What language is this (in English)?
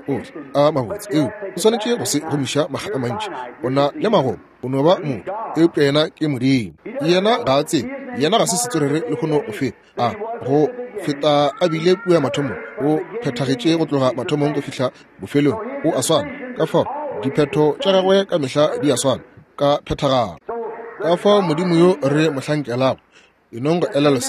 Northern Sotho